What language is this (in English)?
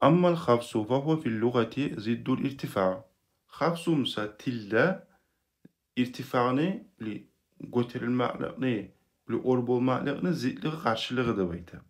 Kumyk